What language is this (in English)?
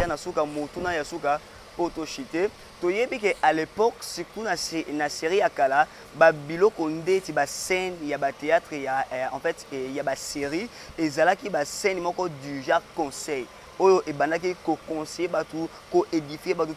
Lingala